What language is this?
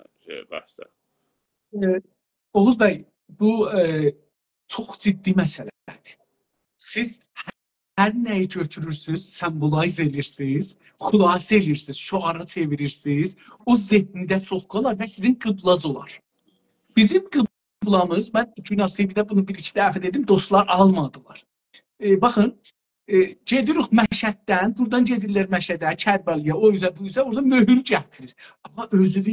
South Azerbaijani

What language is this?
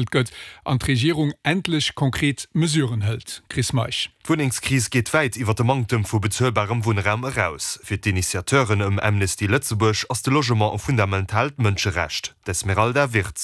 Luxembourgish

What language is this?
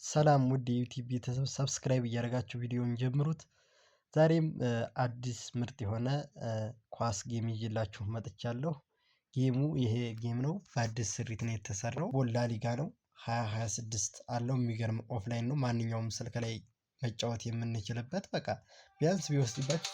Amharic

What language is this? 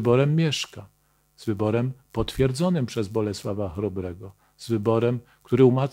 Polish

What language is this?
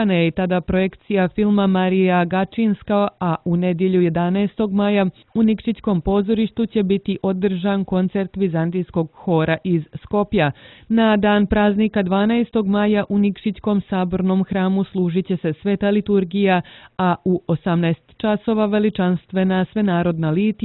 Serbian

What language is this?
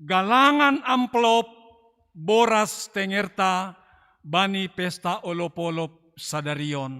Batak Simalungun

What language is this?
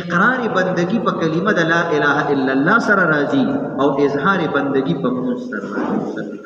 Pashto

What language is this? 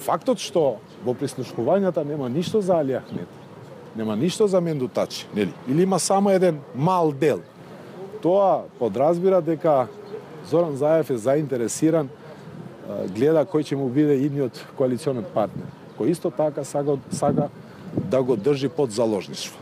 Macedonian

